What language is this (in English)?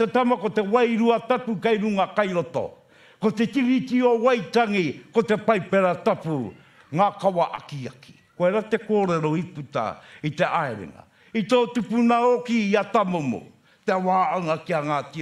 Māori